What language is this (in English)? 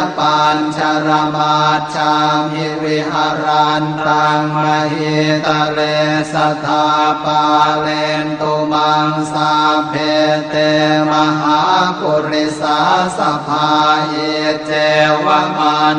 Pali